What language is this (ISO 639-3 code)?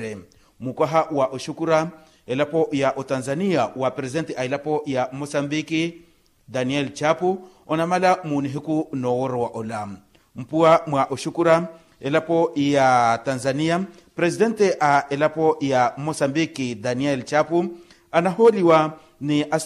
vmw